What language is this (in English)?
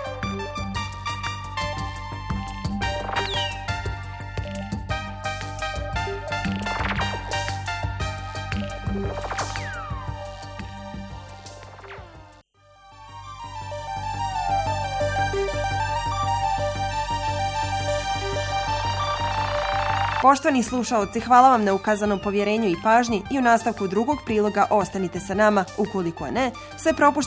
Bosnian